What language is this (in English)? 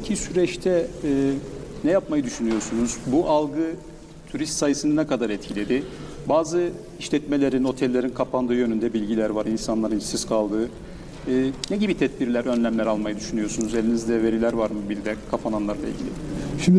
Turkish